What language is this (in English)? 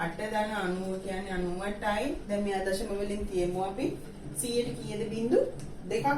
Sinhala